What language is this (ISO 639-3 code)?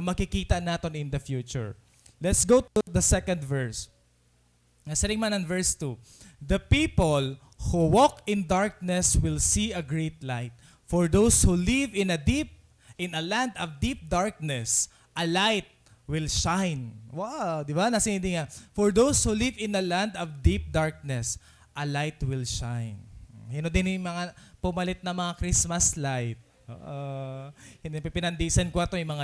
war